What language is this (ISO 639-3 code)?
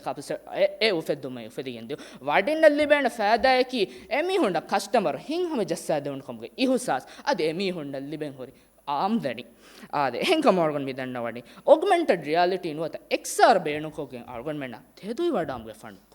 div